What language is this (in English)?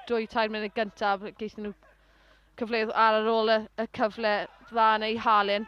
Welsh